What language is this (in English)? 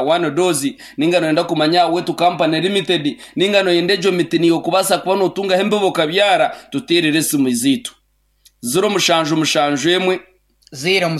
Nyankole